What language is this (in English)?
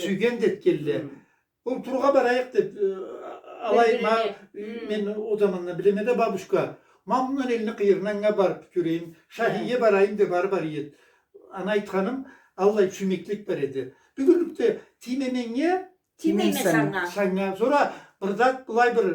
Karachay-Balkar